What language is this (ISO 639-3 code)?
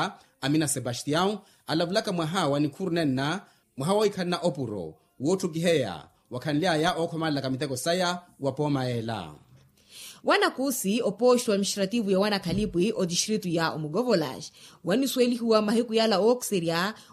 vmw